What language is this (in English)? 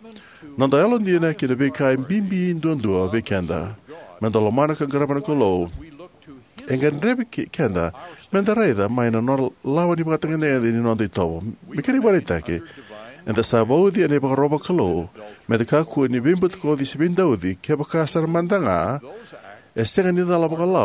Fijian